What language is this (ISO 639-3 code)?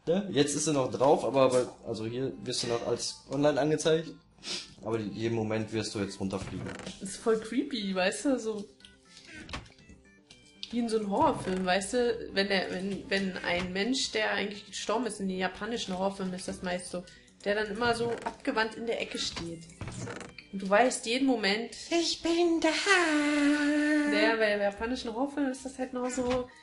deu